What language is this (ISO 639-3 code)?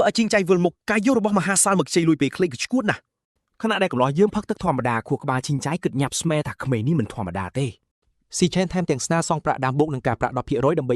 khm